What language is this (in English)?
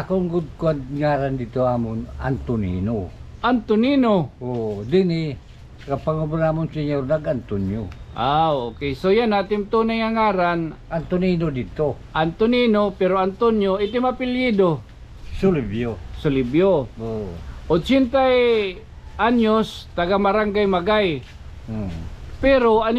Waray